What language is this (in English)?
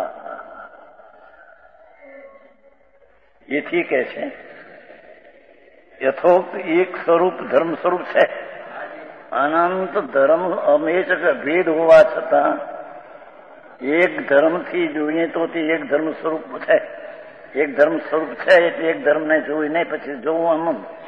Gujarati